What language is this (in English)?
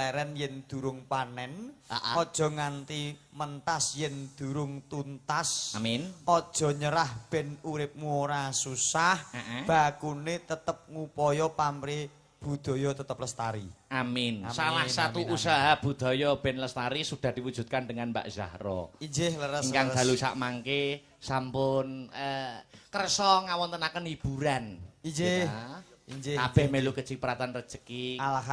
Javanese